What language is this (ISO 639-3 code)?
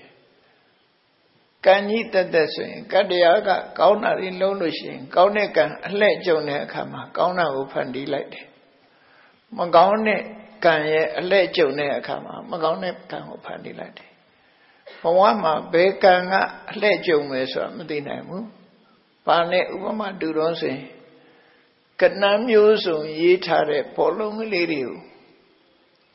mya